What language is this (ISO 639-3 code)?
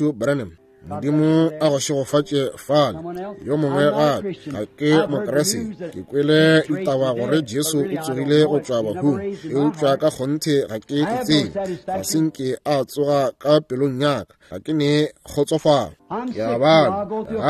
nso